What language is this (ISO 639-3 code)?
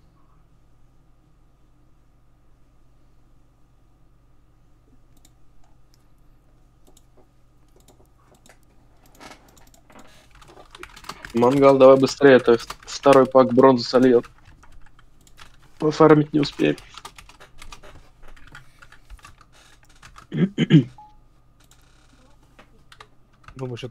rus